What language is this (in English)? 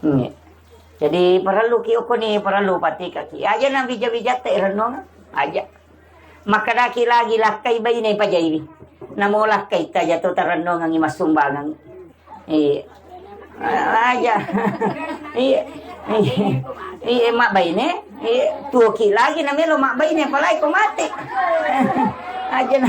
Buginese